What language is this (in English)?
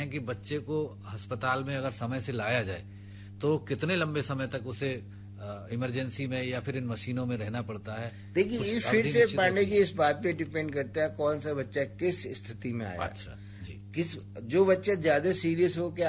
Hindi